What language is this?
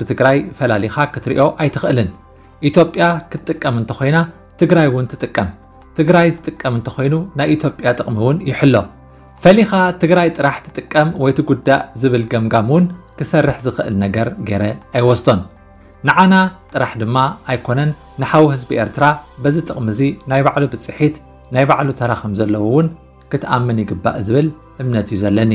Tigrinya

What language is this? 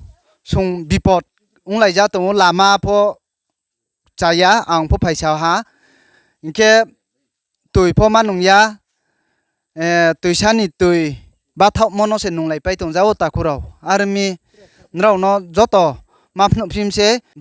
Riang (India)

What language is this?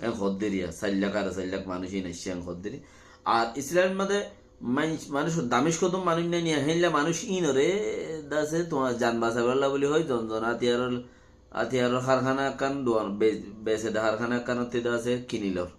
Rohingya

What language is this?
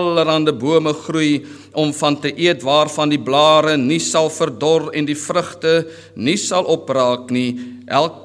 Afrikaans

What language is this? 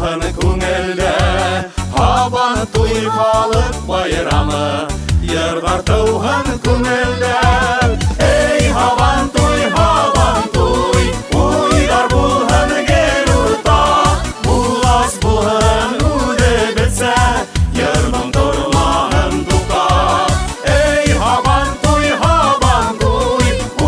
Bashkir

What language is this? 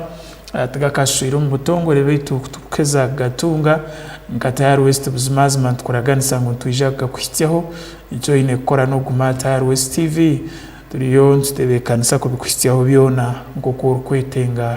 Tooro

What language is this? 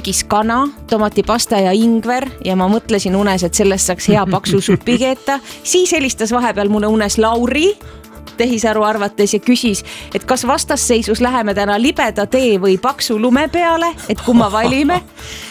Estonian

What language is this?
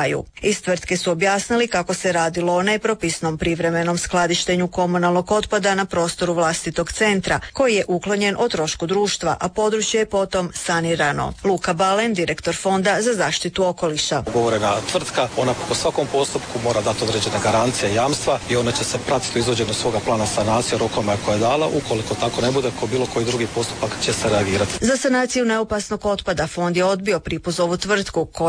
Croatian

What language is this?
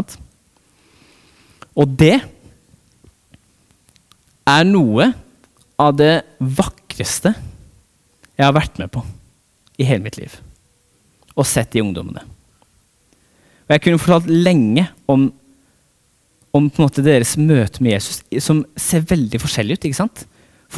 Norwegian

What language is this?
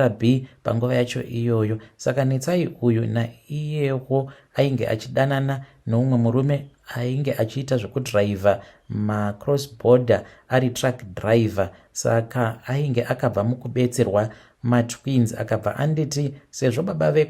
Shona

